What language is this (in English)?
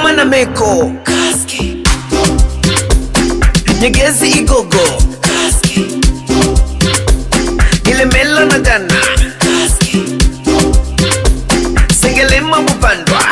Swahili